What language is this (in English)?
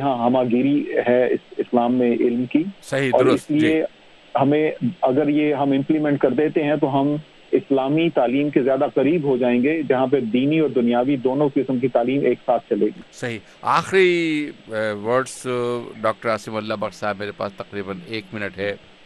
Urdu